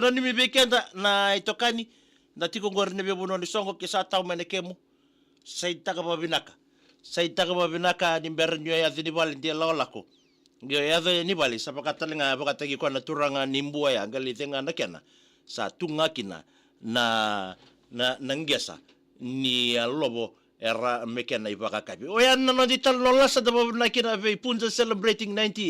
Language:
Fijian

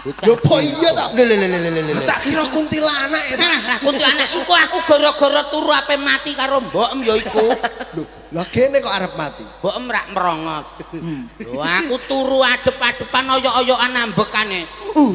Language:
Javanese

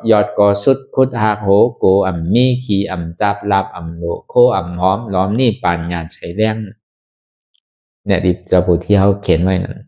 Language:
Shan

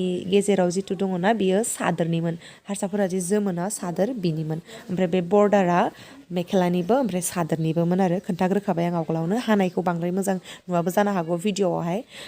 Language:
Bodo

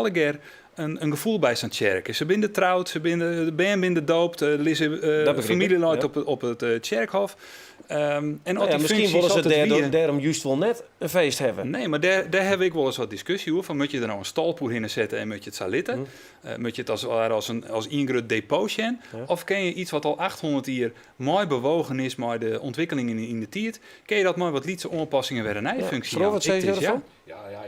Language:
Western Frisian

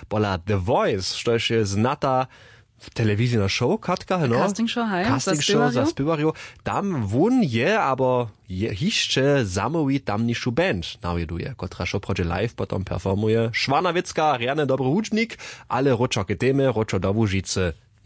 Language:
Upper Sorbian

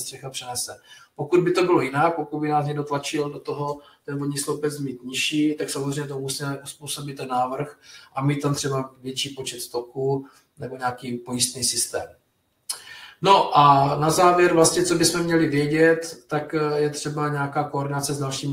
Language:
Czech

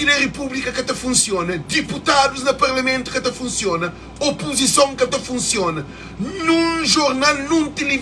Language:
Kabuverdianu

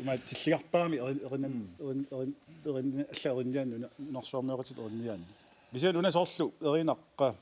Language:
Kalaallisut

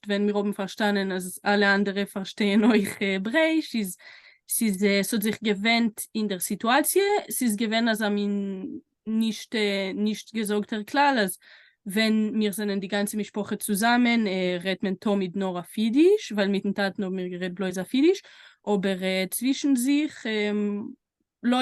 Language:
Yiddish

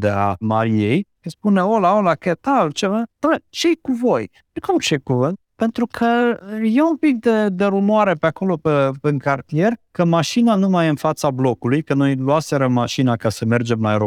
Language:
Romanian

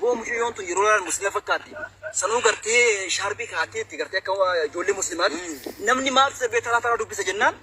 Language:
Oromo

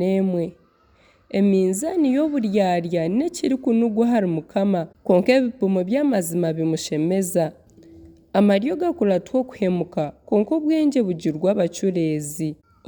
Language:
Nyankole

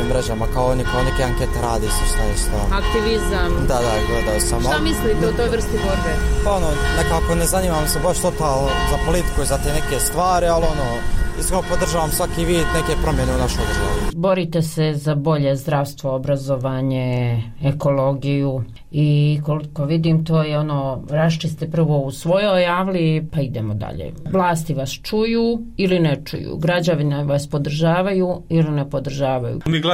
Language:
Bosnian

